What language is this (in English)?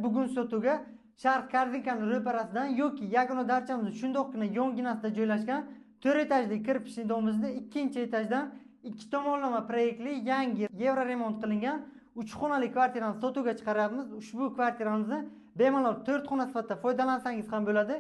Uzbek